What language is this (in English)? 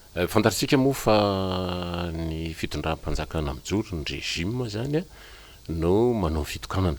Malagasy